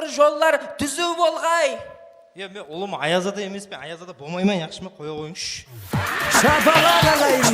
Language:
Kara-Kalpak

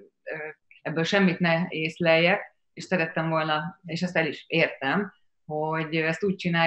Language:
Hungarian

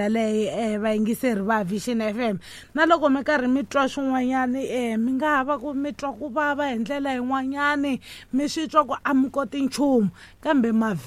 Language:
Tsonga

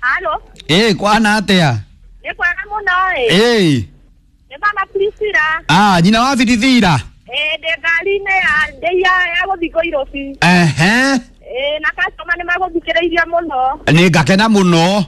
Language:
Kikuyu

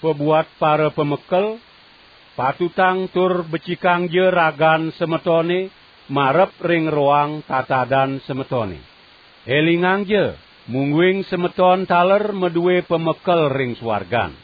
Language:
Balinese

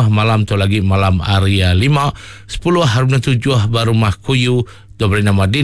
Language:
Iban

